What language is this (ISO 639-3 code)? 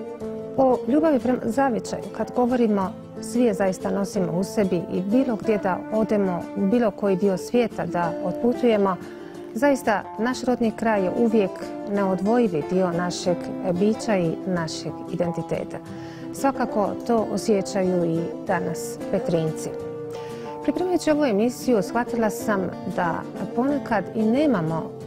hrv